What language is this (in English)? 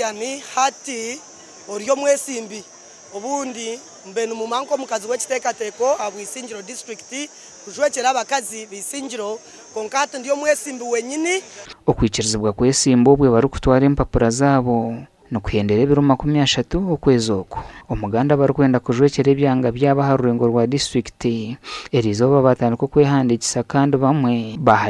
Nyankole